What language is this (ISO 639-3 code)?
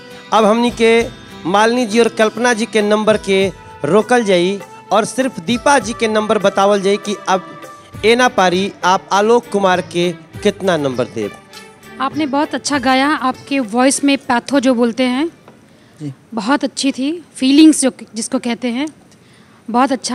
bho